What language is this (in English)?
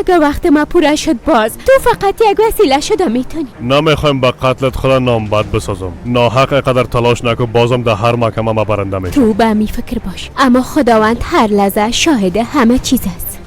Persian